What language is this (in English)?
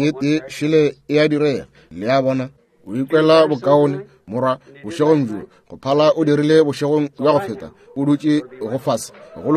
Northern Sotho